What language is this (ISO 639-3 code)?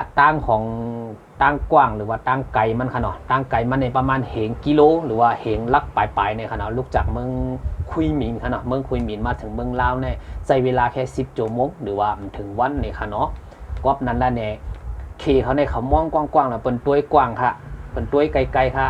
shn